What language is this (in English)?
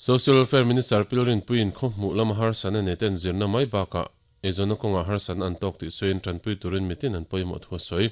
Mizo